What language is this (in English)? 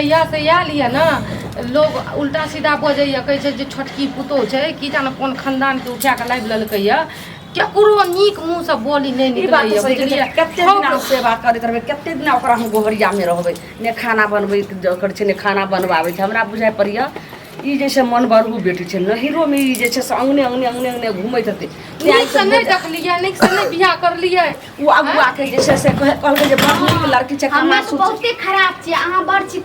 Maithili